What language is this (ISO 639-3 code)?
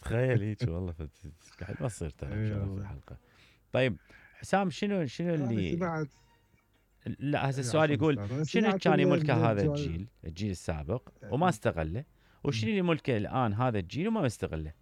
acm